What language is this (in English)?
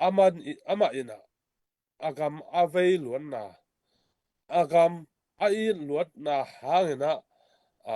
Tedim Chin